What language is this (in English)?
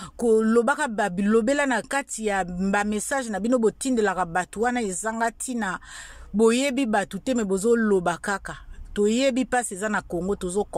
Lingala